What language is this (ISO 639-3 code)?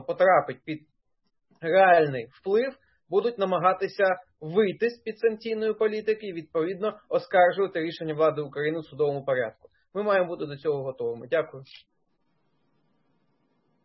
ukr